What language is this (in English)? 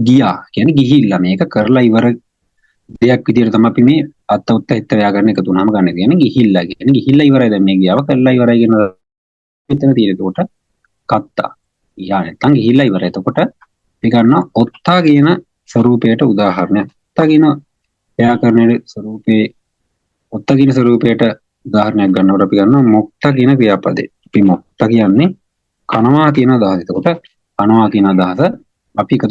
Sinhala